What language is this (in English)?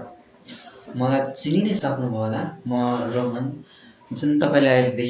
Nepali